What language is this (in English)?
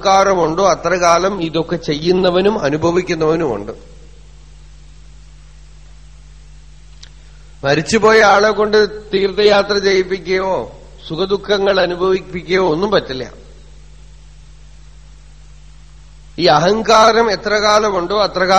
Malayalam